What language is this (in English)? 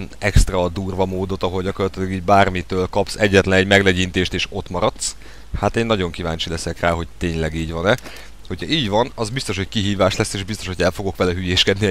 Hungarian